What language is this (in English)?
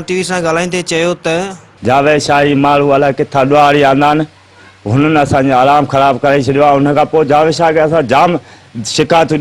Sindhi